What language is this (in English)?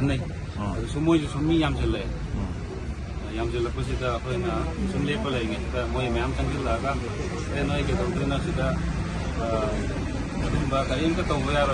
Manipuri